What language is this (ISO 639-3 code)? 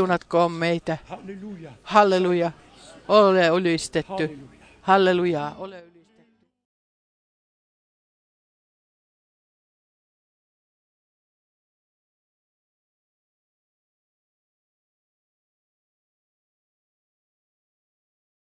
fin